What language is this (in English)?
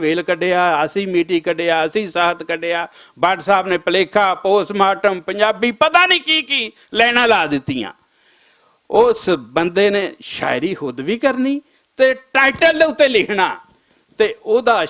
Western Panjabi